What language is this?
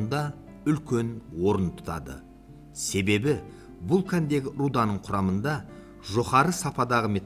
Kara-Kalpak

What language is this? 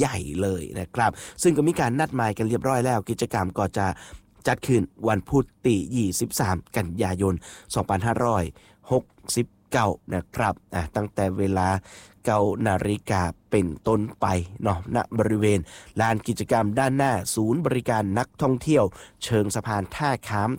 Thai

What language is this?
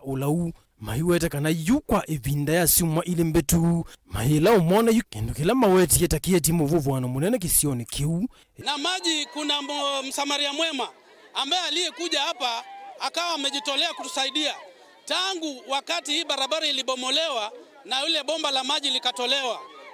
Kamba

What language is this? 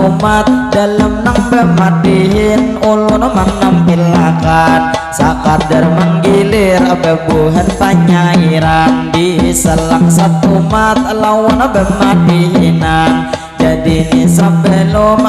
Banjar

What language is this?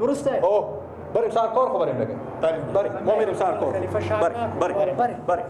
Persian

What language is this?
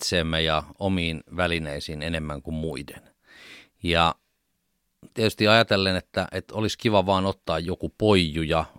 Finnish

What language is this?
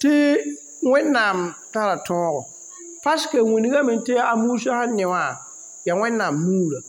Mossi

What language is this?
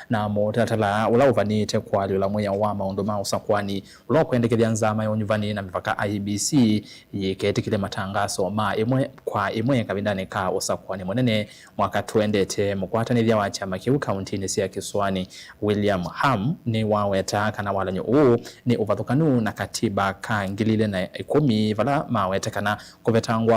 Kamba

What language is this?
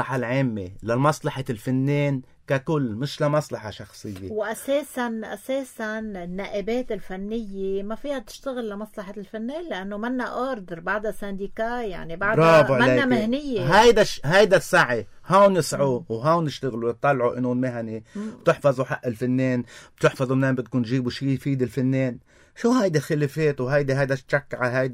North Levantine Arabic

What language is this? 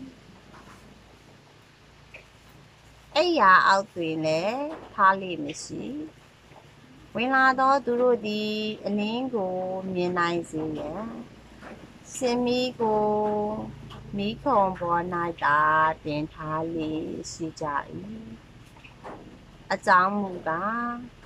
Burmese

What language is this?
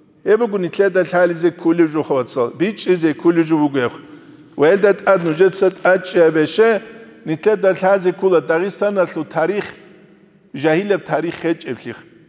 Avaric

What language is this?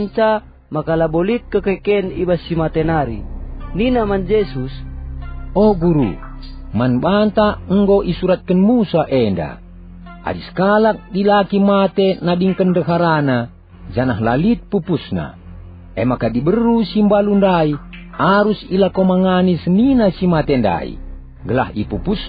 Batak Karo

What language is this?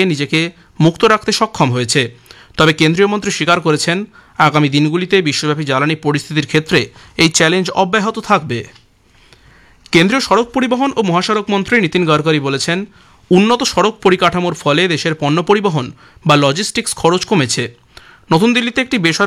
Bangla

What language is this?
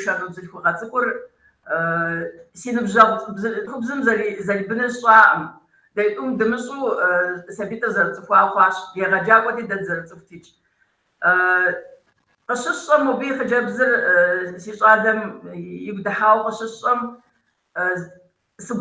Kabardian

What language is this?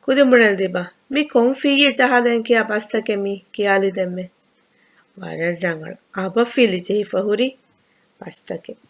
Divehi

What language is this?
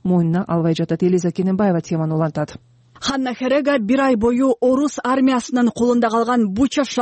Kyrgyz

